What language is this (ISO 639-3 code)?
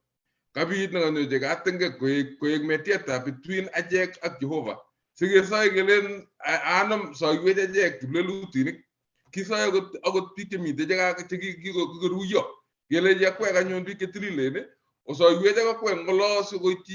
kln